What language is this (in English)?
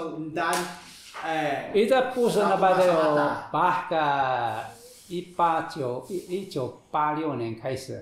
Taroko